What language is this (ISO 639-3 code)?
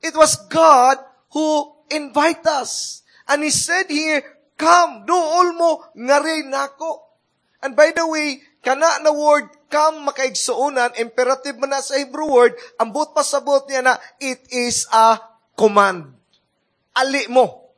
ceb